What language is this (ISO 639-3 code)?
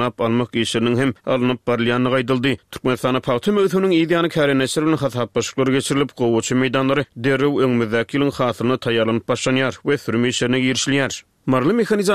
tuk